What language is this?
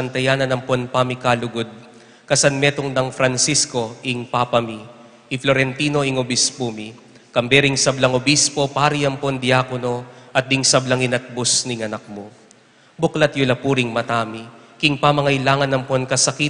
Pampanga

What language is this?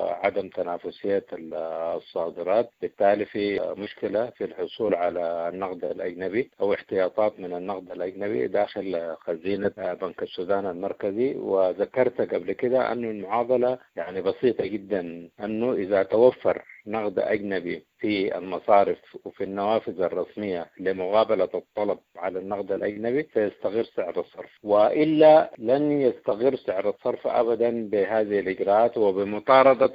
Sudanese Arabic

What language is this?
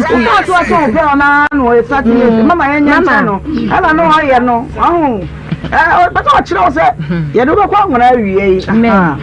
Akan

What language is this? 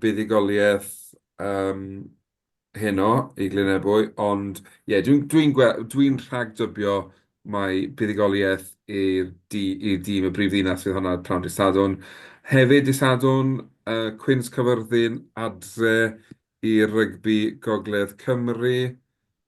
Welsh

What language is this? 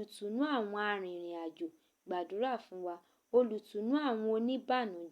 Yoruba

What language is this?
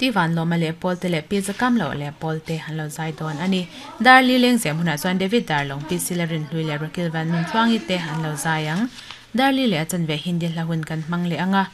Mizo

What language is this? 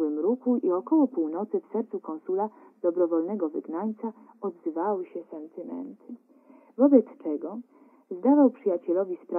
Polish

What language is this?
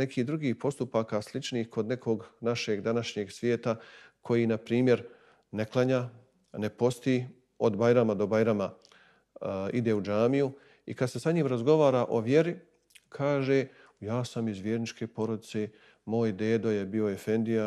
Bosnian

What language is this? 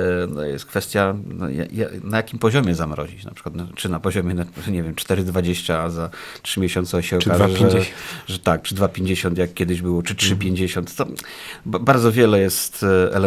Polish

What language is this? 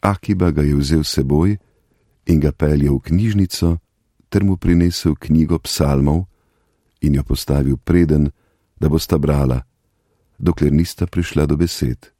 Slovenian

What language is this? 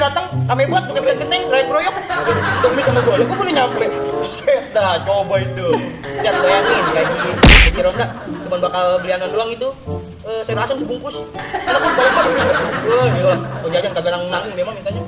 Betawi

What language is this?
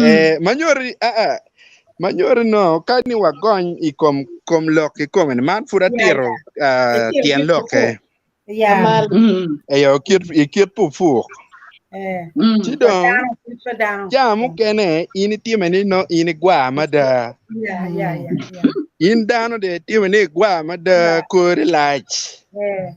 Acoli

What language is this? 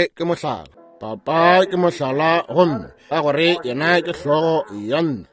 Northern Sotho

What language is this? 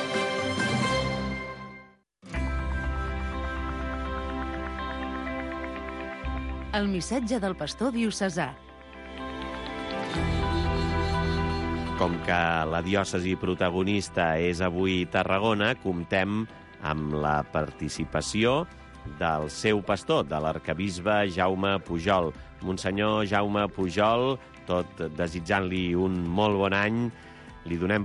Catalan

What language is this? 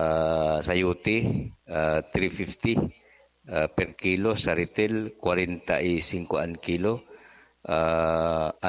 Bikol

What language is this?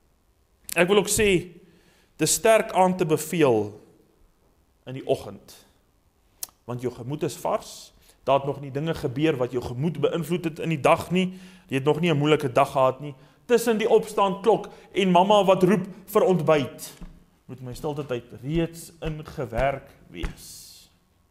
Afrikaans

